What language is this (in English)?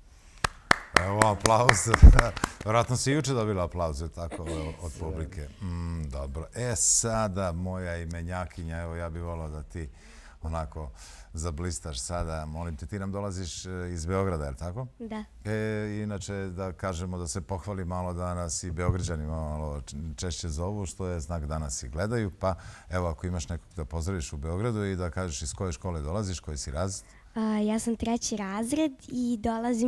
Serbian